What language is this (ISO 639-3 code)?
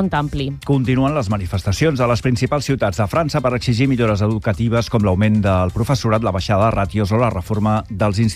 cat